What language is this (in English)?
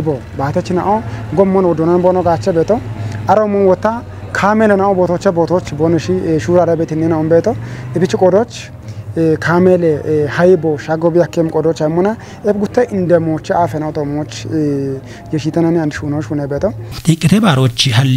Kafa